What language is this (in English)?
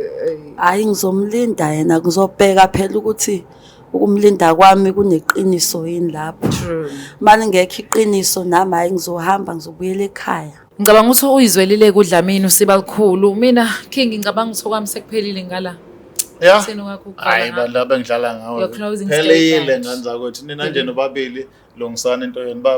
Zulu